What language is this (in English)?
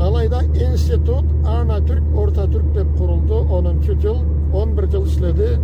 Karachay-Balkar